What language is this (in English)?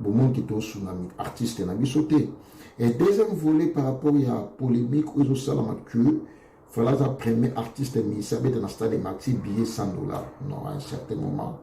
Lingala